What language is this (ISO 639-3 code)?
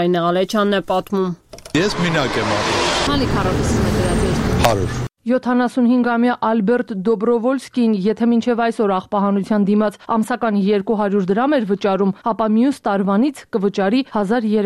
hye